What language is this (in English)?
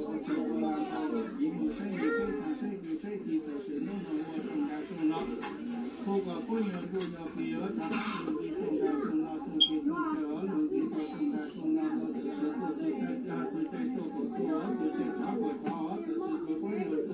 Hmong